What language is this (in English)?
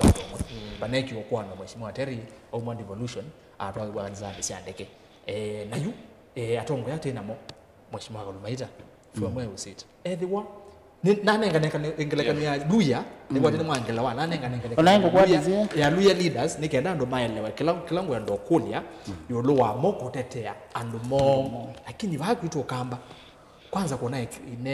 Kamba